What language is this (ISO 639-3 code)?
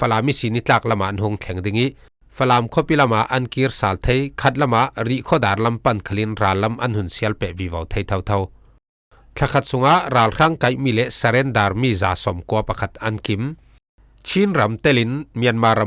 cfm